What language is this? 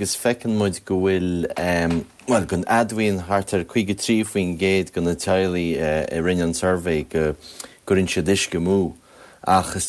Irish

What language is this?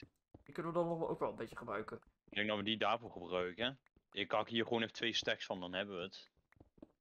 Dutch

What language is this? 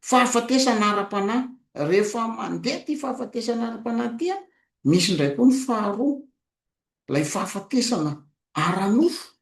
Malagasy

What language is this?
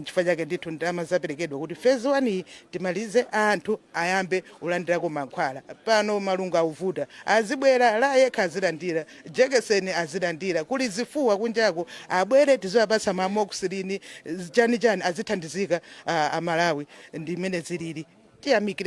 Nyanja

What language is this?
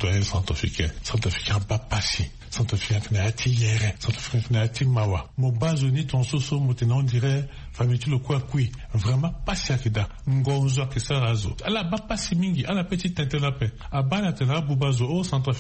Sango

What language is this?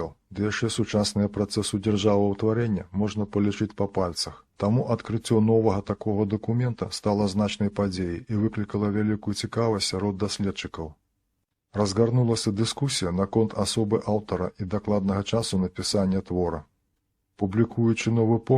Belarusian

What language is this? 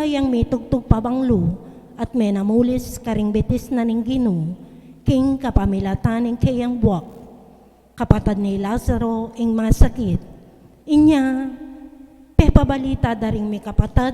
Pampanga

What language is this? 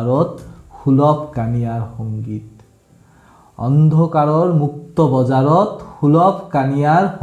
Assamese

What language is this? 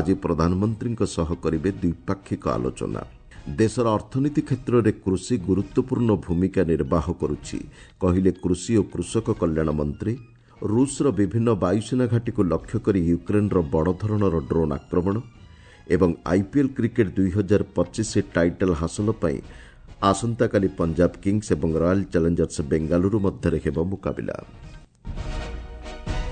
Odia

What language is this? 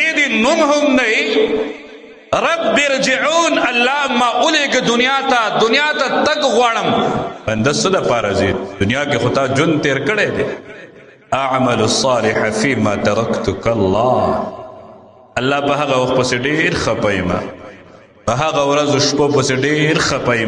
Pashto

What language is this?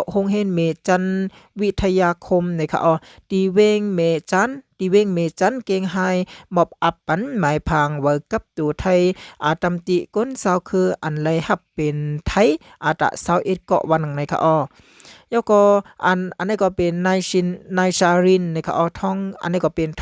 Shan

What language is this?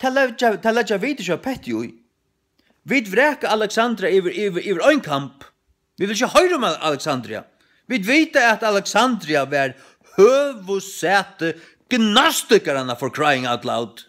Faroese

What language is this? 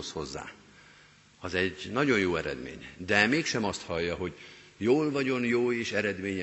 Hungarian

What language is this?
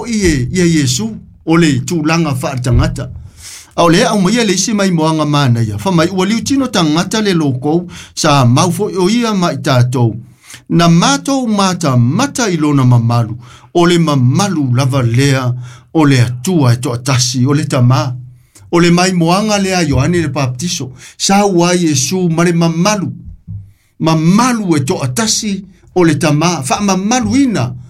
Samoan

